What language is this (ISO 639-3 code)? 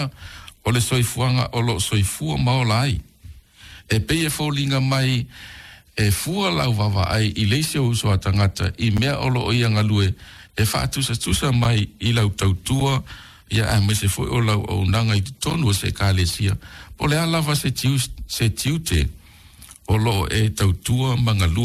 smo